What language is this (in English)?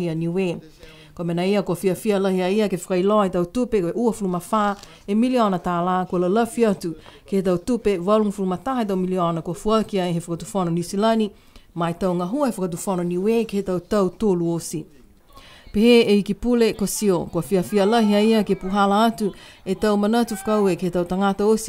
Niuean